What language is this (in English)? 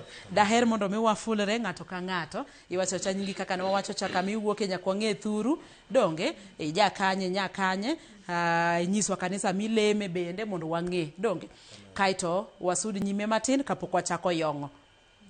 Luo (Kenya and Tanzania)